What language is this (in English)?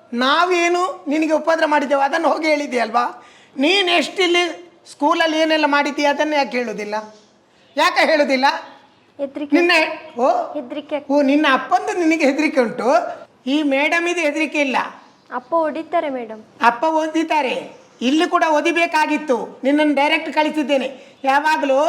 Tulu